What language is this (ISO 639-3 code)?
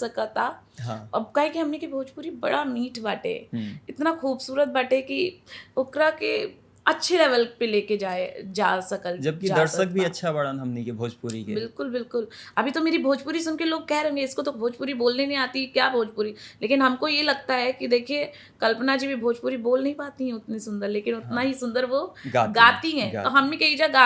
bho